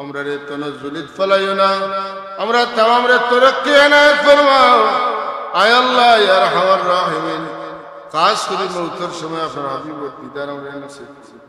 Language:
Sylheti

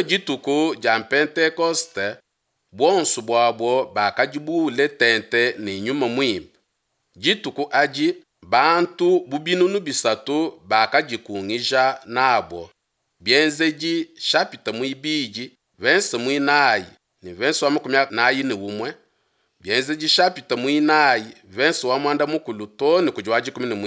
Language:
Luba-Lulua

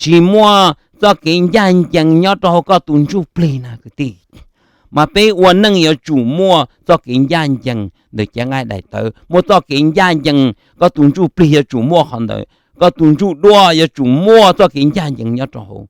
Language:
Hmong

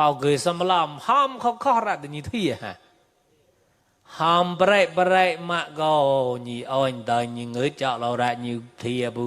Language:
Mon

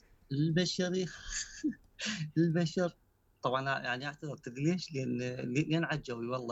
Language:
Mesopotamian Arabic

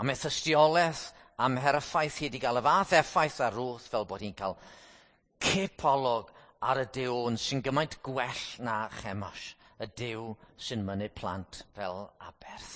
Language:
Welsh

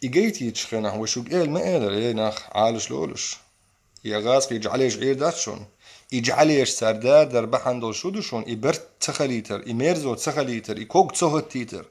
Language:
Chechen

